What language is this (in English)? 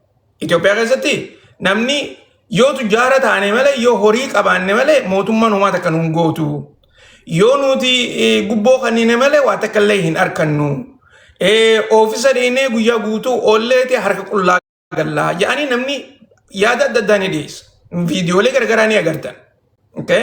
Oromo